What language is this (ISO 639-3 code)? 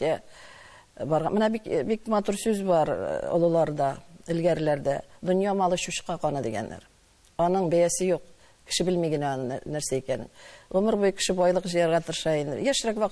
tat